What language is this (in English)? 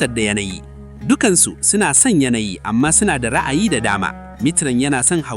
Hausa